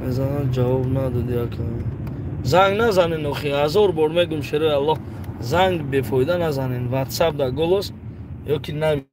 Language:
Tajik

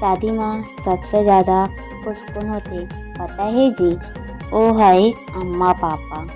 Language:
Chhattisgarhi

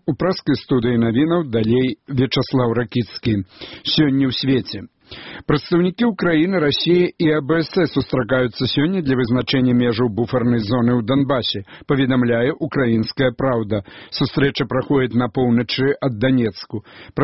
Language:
Belarusian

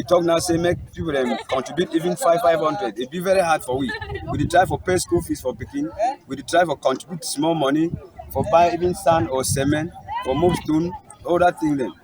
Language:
Cameroon Pidgin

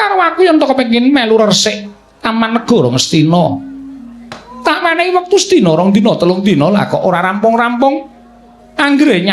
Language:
Javanese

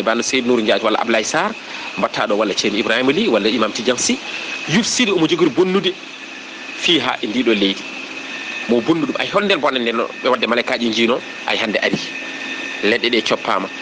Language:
Fula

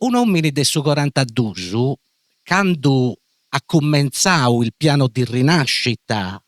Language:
Sardinian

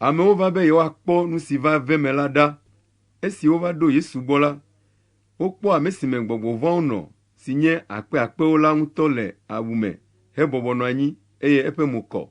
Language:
Ewe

